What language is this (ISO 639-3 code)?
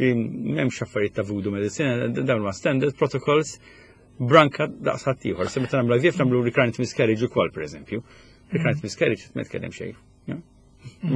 mlt